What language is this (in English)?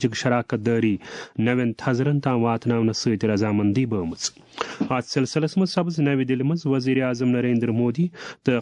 Kashmiri